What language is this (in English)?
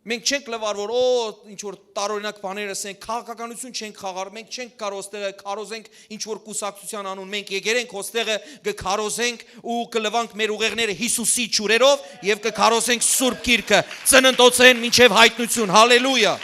Western Armenian